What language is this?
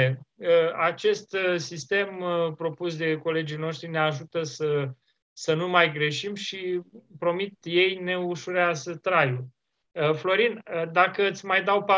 Romanian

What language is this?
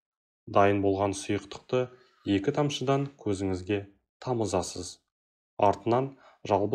Kazakh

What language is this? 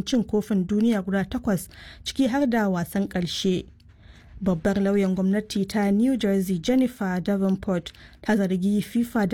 Hausa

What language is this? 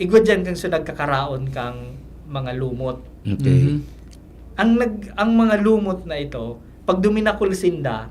Bikol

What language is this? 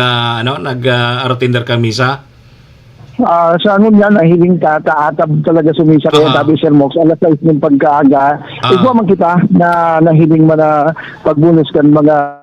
Bikol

